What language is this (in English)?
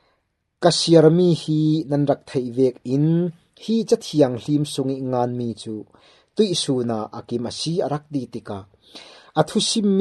Falam Chin